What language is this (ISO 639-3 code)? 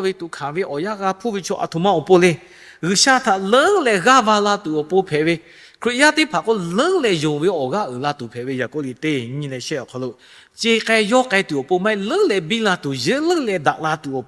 lhu